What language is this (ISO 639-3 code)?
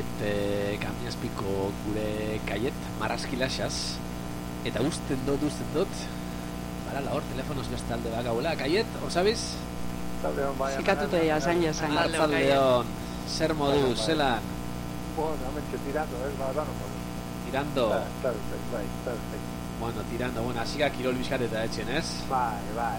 eus